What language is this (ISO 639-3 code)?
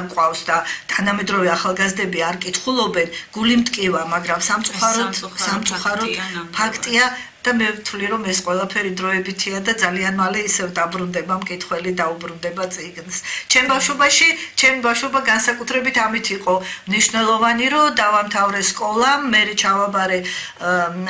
kat